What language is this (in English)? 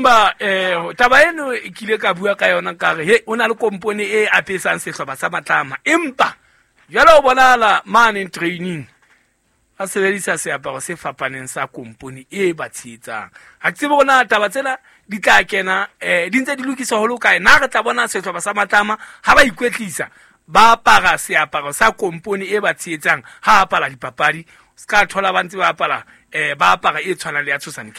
Southern Sotho